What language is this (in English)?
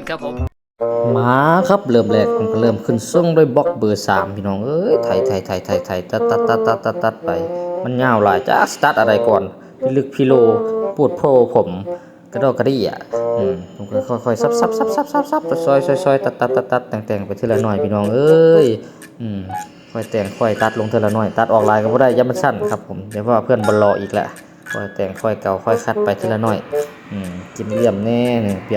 Northeastern Thai